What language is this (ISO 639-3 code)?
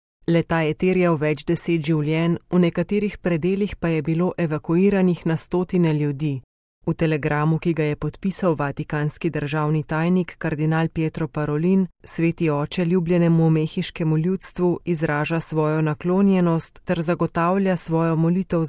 slv